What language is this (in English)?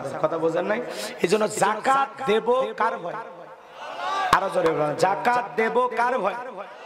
Bangla